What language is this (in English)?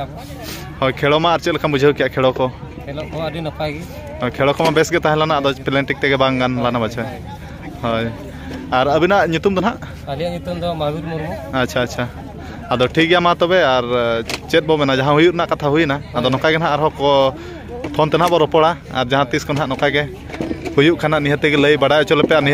Santali